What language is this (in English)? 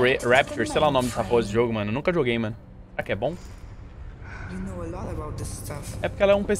Portuguese